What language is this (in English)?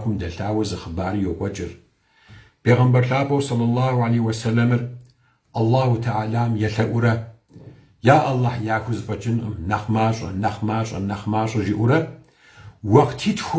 Kabardian